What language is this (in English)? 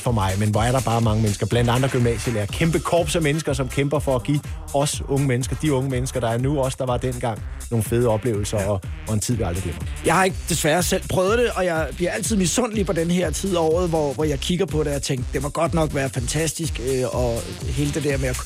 Danish